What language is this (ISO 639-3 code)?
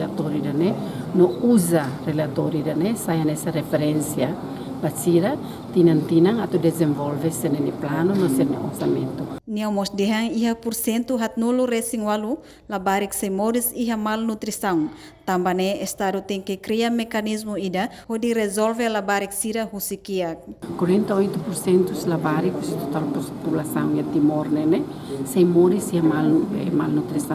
tet